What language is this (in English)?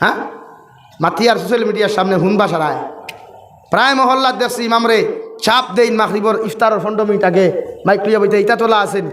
Sylheti